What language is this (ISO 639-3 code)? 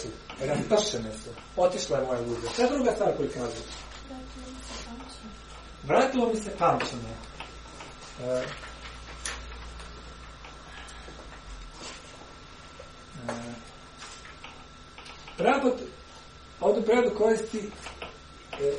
hrv